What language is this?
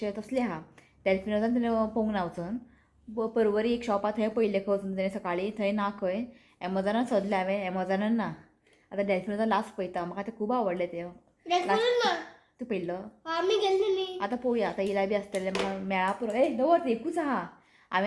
Konkani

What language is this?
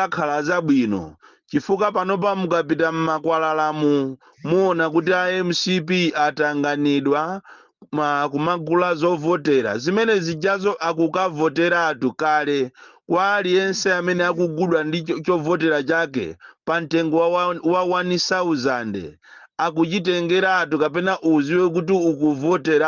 Nyanja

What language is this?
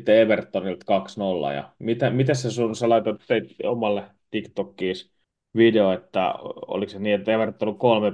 Finnish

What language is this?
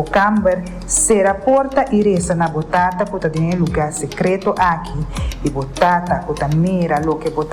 Papiamento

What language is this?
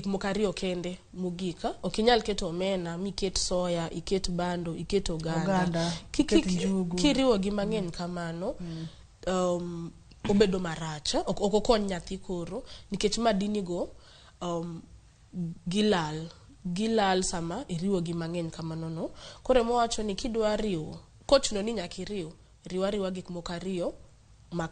Luo (Kenya and Tanzania)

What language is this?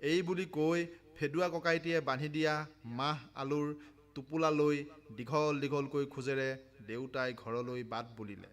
Assamese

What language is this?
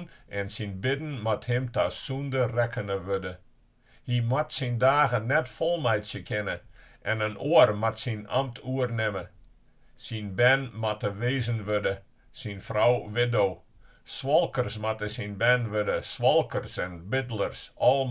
Western Frisian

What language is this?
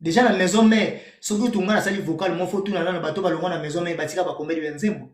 Lingala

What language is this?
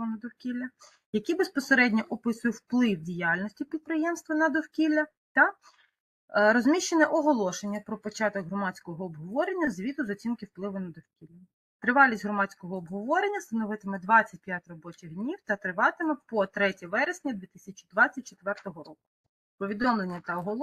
Ukrainian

